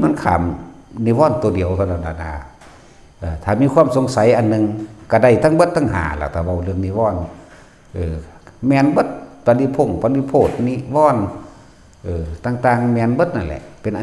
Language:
Northeastern Thai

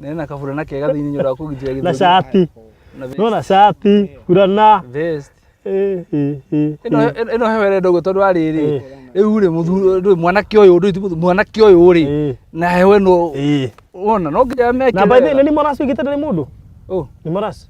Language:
Kikuyu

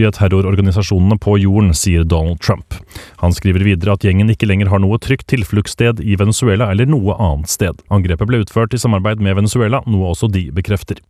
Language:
Norwegian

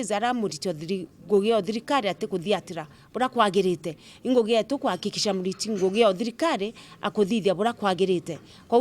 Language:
Meru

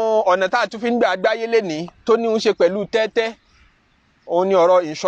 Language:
Yoruba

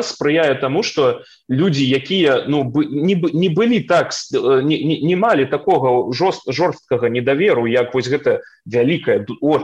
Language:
Belarusian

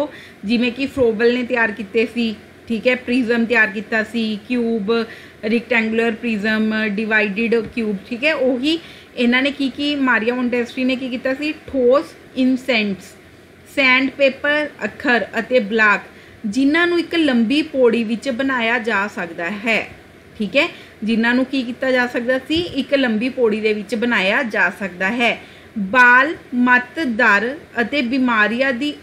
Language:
Punjabi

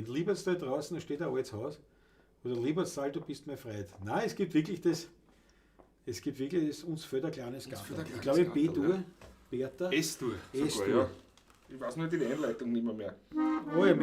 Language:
Bavarian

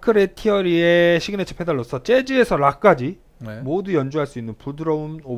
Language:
Korean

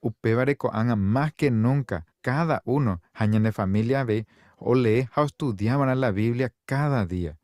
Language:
Guarani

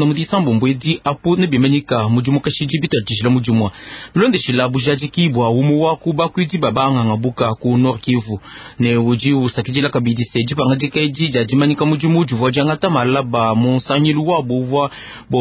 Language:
Luba-Lulua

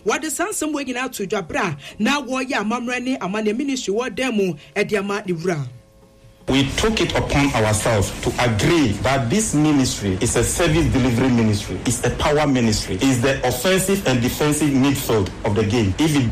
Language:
Akan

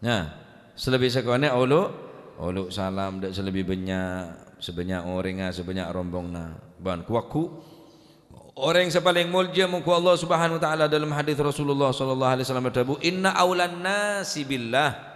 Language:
Madurese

